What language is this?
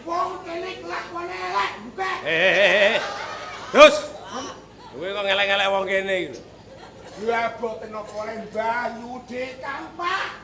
Javanese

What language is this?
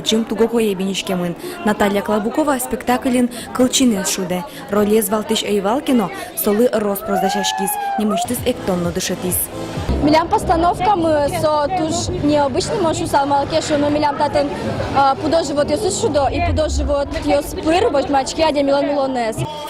Udmurt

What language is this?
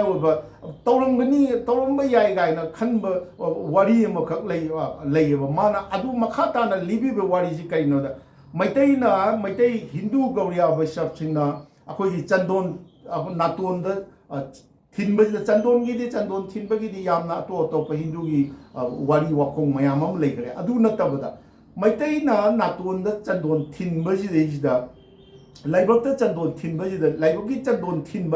Manipuri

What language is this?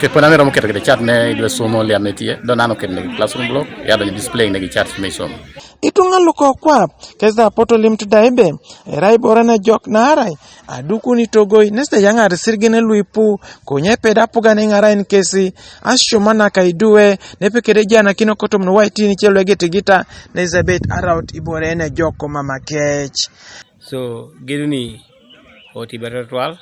Teso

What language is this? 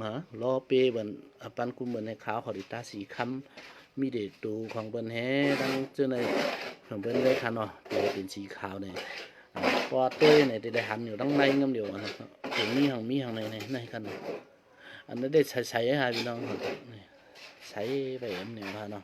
Shan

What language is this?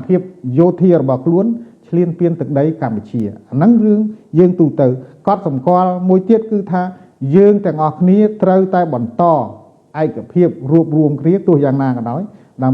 Khmer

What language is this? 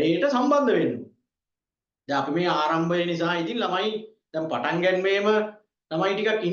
Sinhala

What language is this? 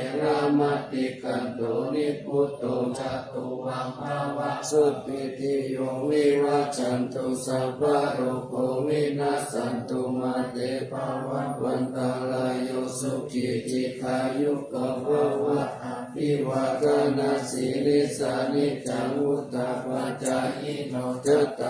Pali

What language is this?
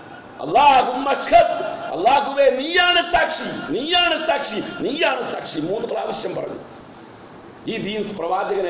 Malayalam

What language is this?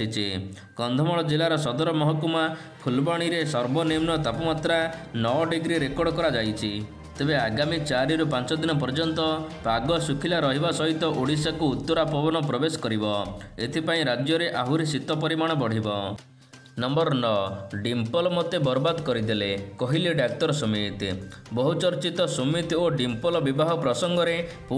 Odia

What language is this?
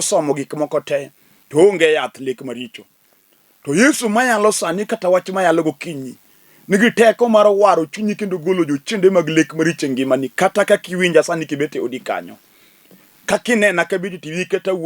Luo (Kenya and Tanzania)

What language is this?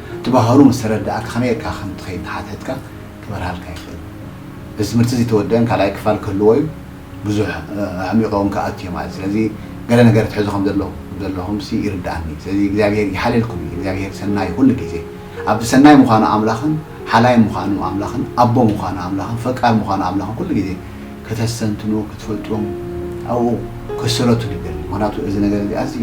Tigrinya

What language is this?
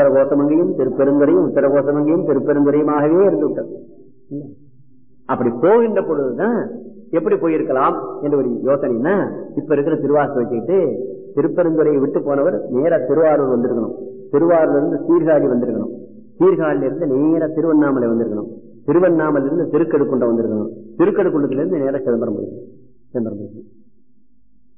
Tamil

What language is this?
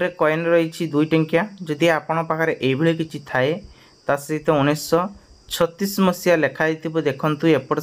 Odia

